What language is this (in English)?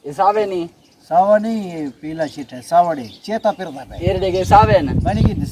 Saraiki